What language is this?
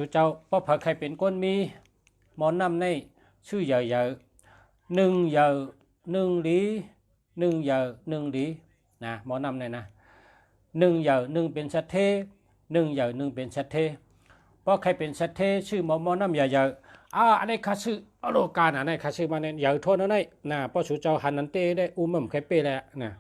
Shan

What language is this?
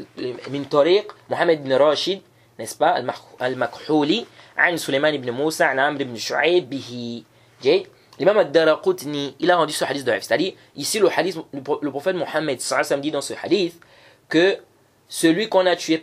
French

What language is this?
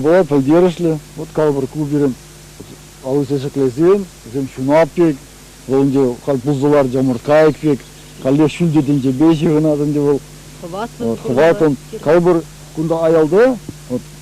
Chuvash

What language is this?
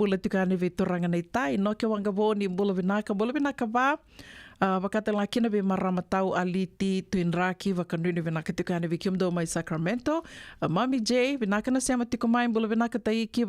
Fijian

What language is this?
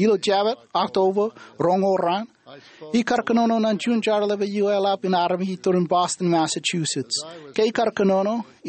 Marshallese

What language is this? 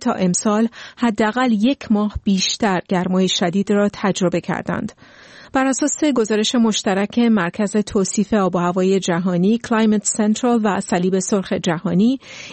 Persian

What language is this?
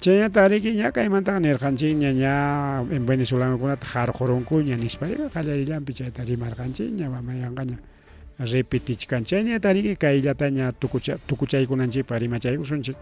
Ayacucho Quechua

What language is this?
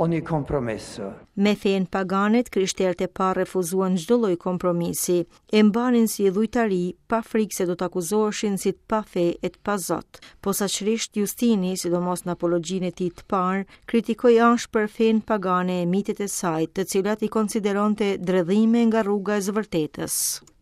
Albanian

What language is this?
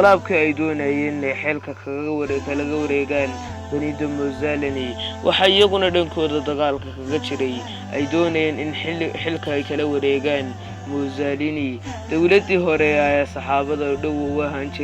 Somali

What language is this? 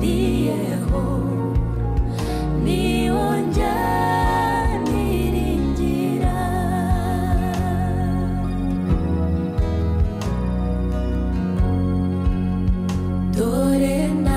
Kinyarwanda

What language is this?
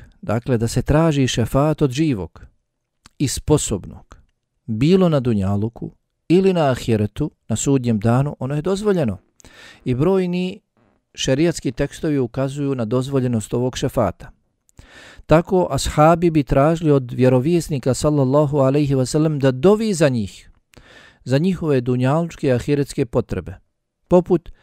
Bosnian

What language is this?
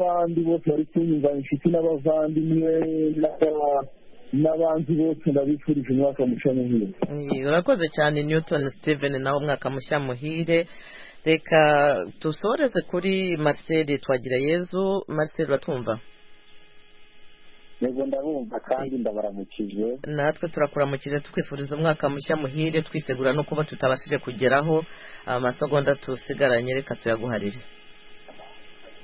Kinyarwanda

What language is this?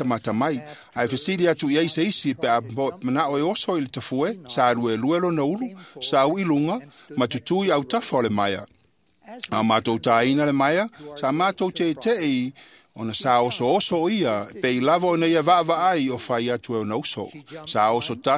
Samoan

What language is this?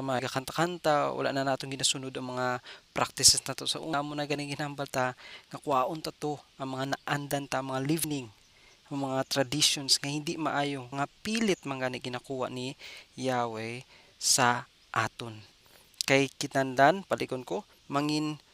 Hiligaynon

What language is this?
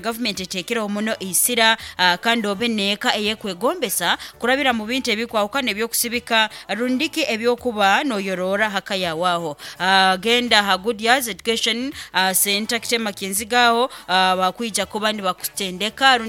Nyankole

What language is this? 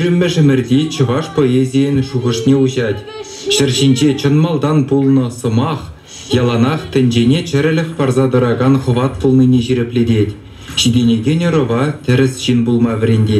Chuvash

